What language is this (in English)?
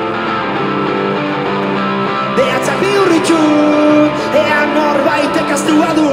Basque